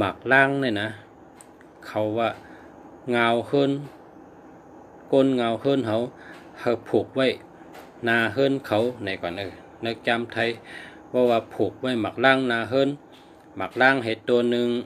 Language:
Shan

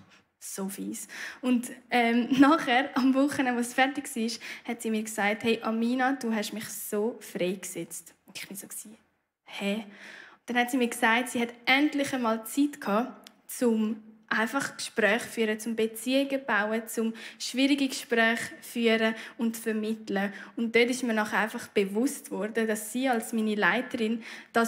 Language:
Swiss German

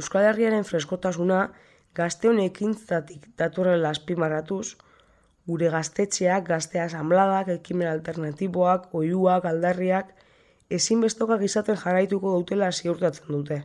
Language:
Basque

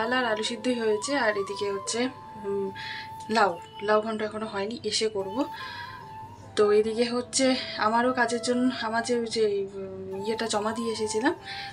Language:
Bangla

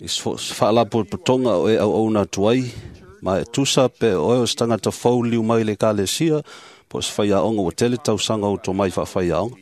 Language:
Samoan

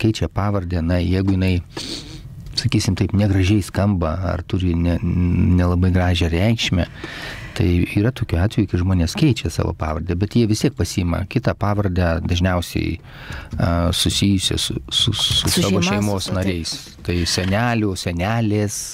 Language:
Lithuanian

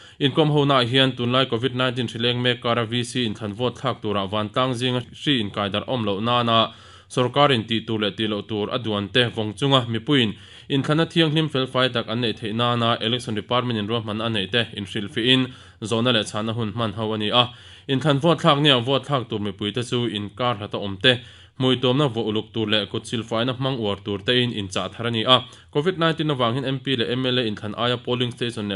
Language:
Mizo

